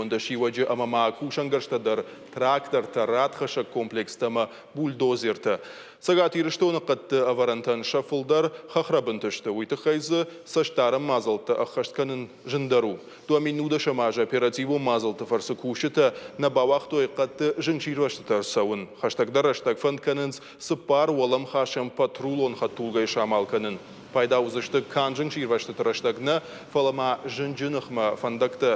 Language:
Ossetic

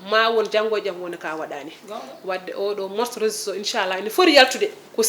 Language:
Fula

